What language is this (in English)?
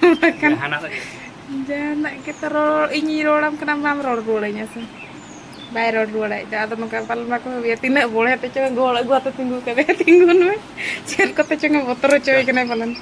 Santali